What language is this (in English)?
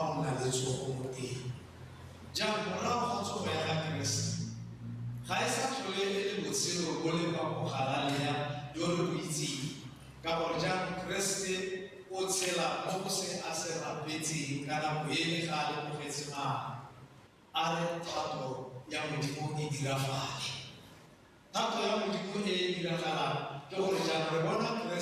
Tswana